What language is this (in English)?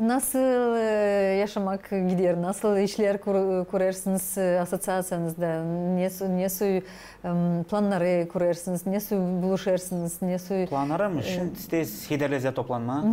Gagauz